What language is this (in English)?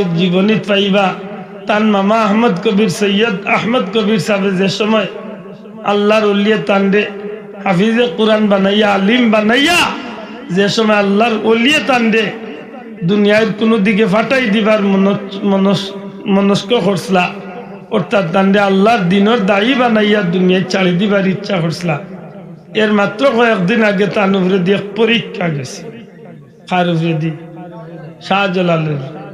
Sylheti